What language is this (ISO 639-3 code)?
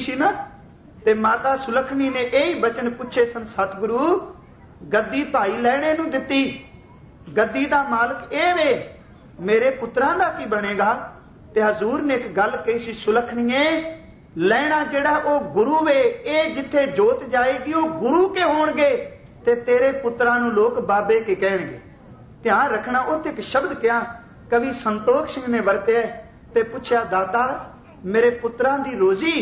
pan